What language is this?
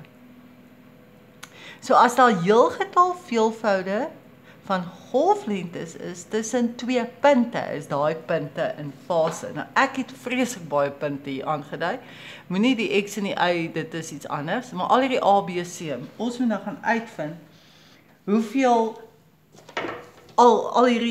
Afrikaans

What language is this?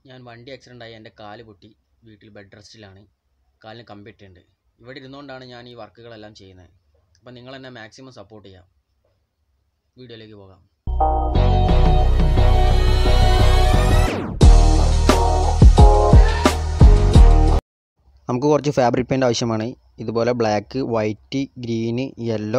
Malayalam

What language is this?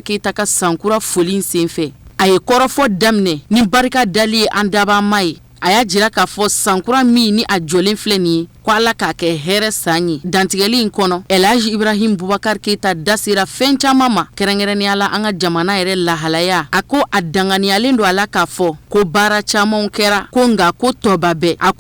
Bambara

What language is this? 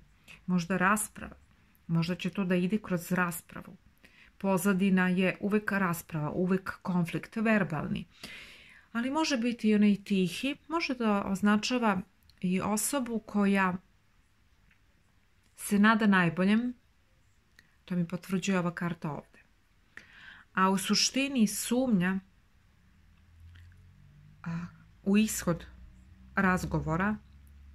Serbian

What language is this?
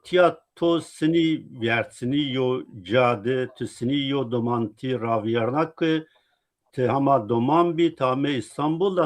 Zaza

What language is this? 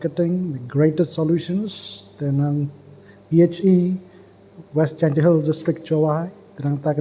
Khasi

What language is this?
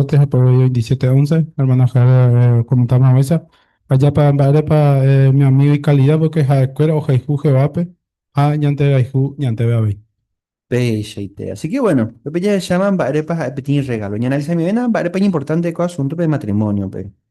Guarani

